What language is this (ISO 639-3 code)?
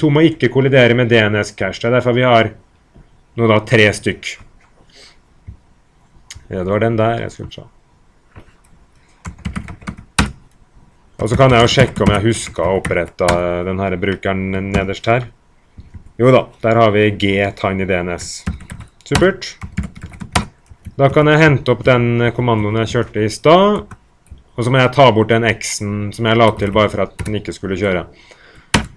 nor